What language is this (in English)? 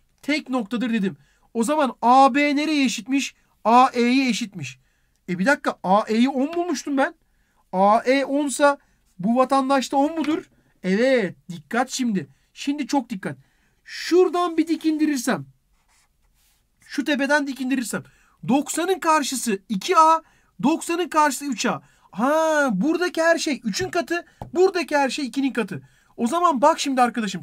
Turkish